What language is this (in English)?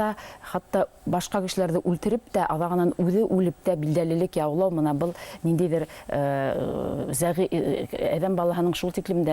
Bashkir